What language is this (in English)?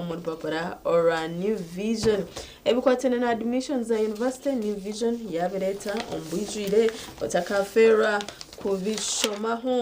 Nyankole